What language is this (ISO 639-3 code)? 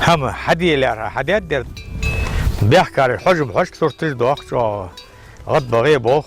inh